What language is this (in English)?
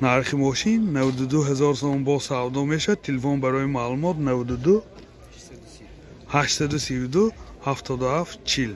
Tajik